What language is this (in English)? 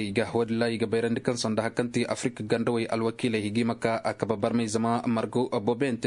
Koyraboro Senni